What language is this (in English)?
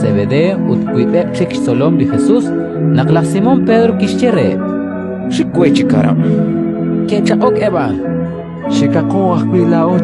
Kekchí